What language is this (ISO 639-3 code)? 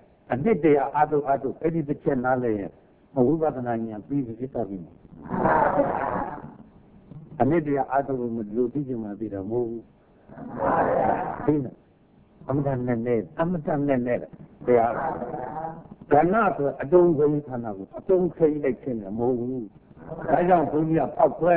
mya